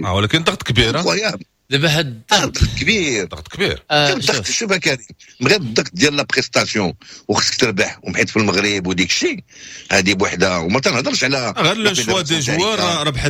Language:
Moroccan Arabic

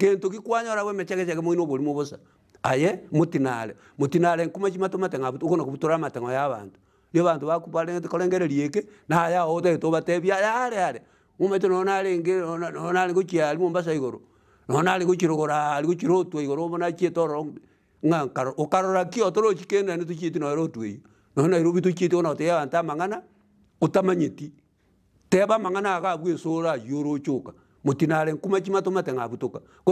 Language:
Gusii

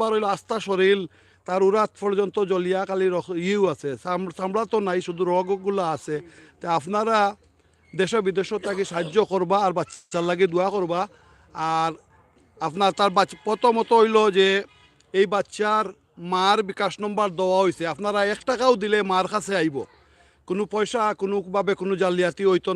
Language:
Sylheti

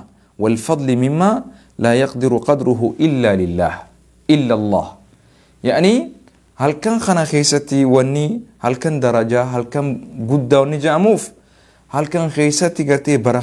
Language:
Oromo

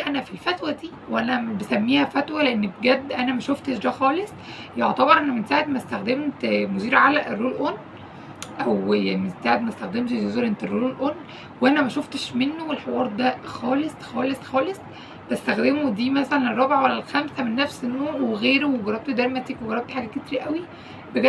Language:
Egyptian Arabic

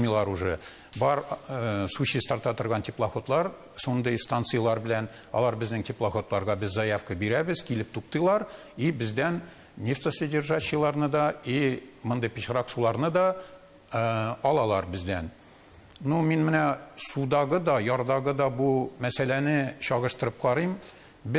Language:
Tatar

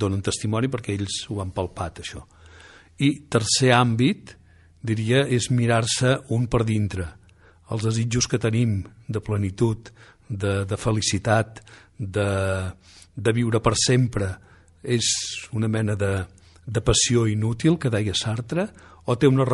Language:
Catalan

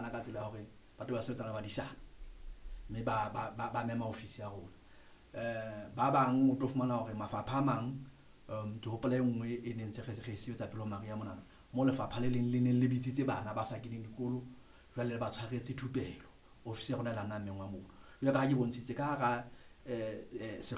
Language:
Southern Sotho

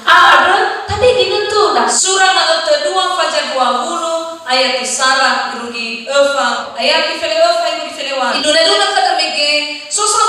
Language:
Nias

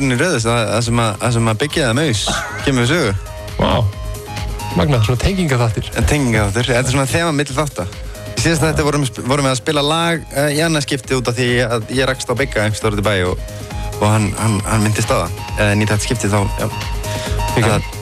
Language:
Icelandic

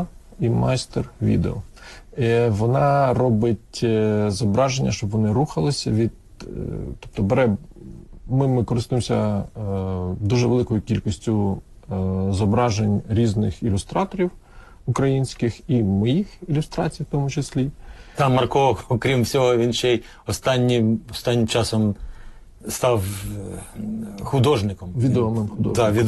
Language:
Ukrainian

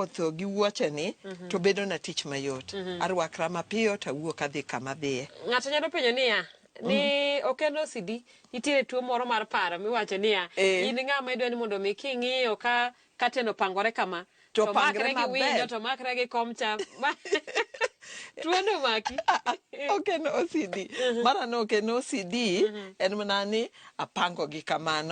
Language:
Luo (Kenya and Tanzania)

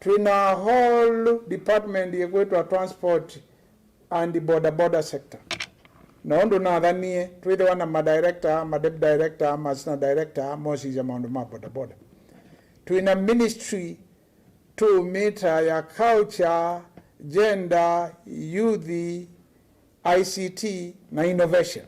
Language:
Kamba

